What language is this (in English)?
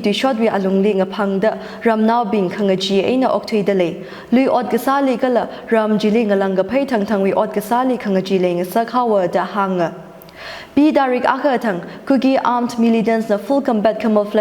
Tangkhul Naga (India)